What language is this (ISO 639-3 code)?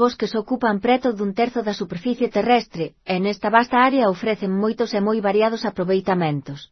glg